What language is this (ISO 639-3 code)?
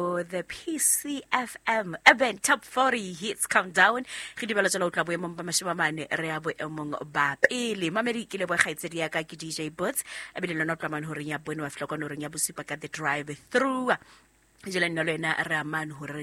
sot